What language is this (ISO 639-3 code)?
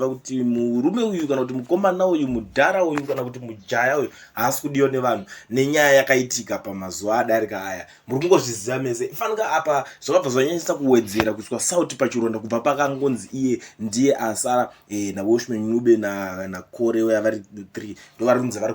sna